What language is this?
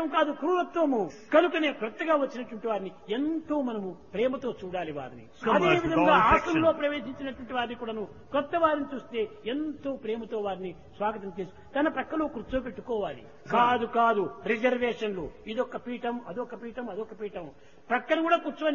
Telugu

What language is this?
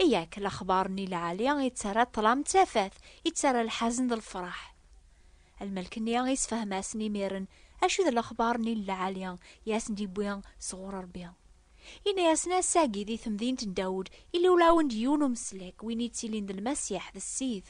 Kabyle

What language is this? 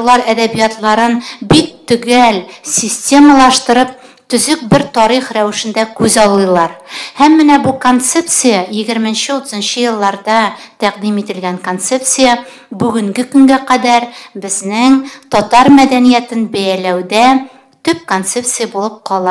Tatar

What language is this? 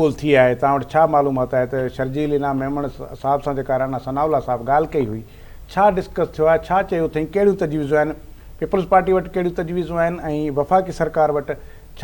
Sindhi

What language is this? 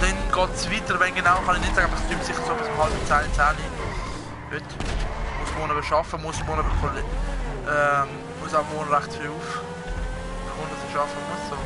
Swiss German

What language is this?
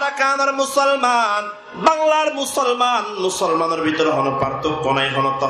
Rohingya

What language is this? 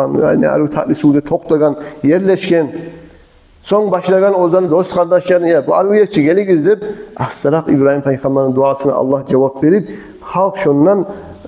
Kumyk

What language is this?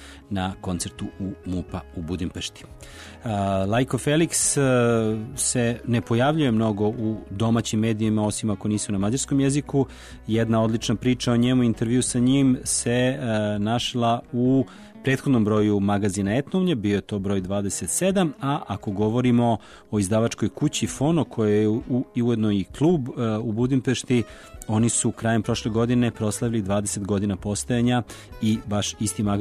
Serbian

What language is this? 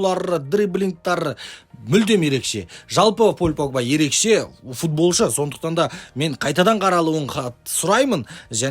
Kazakh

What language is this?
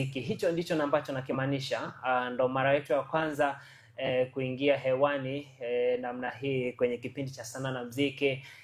Swahili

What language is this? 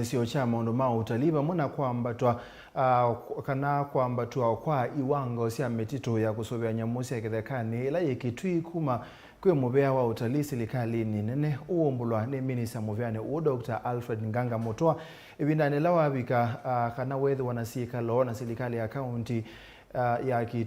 Kamba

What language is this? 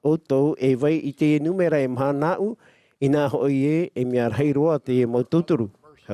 Tahitian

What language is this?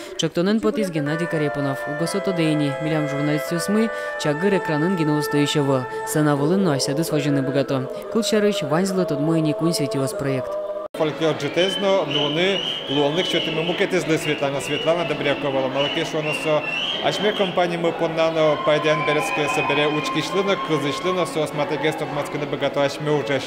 Udmurt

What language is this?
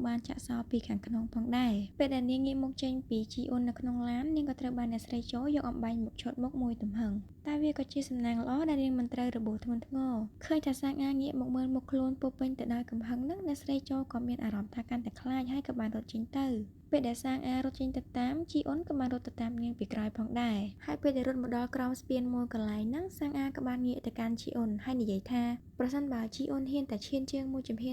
Khmer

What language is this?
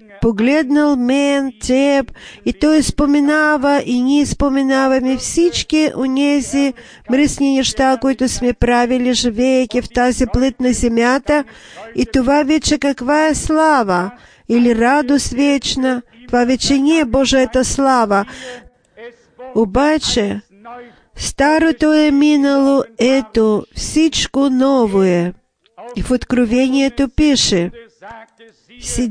Bulgarian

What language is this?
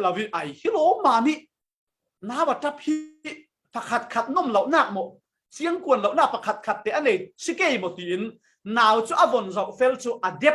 Falam Chin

